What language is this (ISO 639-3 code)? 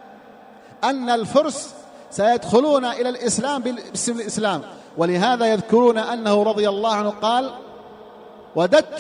ara